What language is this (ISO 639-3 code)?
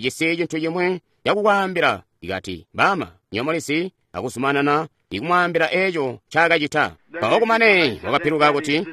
toi